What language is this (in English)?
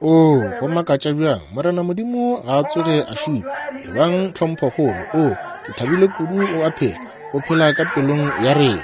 Northern Sotho